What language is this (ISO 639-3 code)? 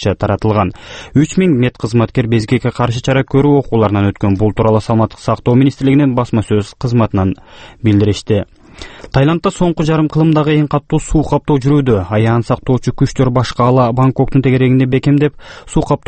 kir